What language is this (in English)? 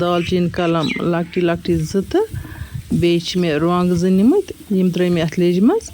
Kashmiri